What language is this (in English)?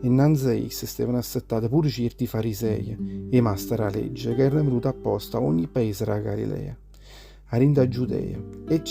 Neapolitan